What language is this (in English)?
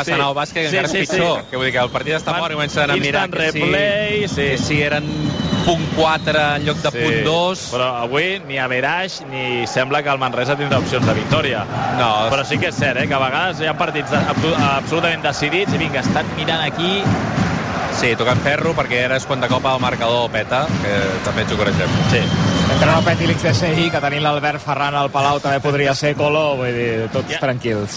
Catalan